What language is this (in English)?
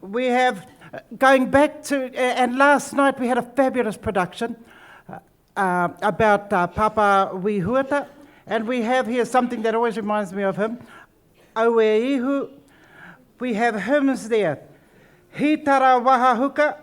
Māori